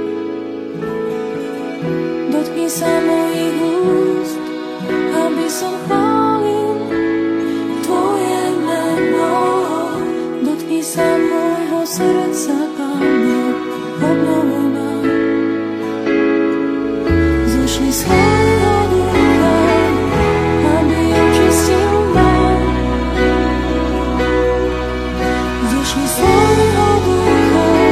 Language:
Slovak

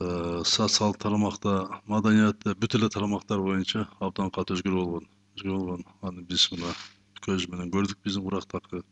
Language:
Kyrgyz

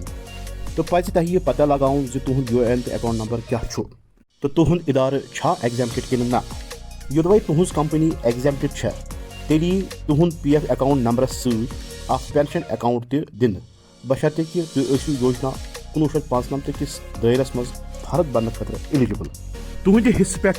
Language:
Kashmiri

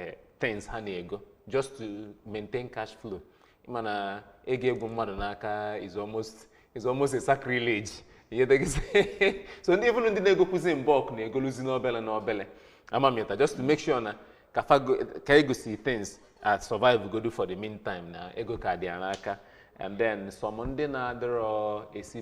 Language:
Igbo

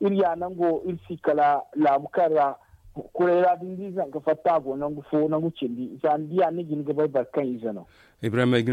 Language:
Zarma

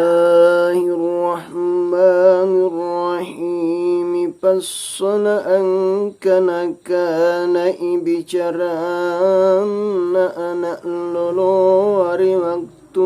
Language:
Makasar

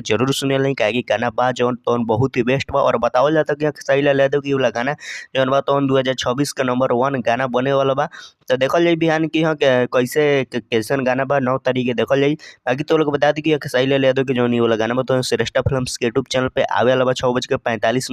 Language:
Bhojpuri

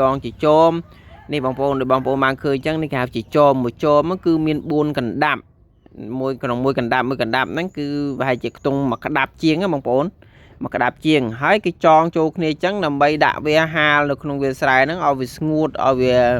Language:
Khmer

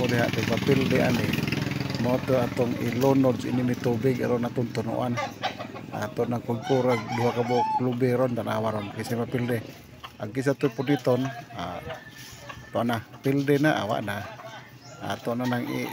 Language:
Cebuano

